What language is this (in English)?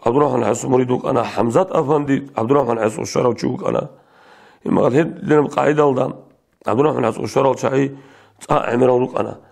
Avaric